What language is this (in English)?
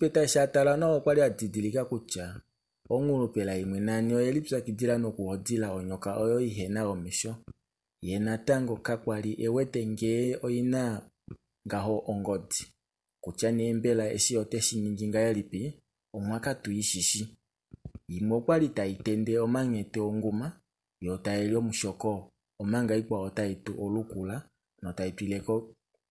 Kuanyama